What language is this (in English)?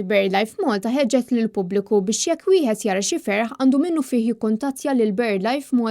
Maltese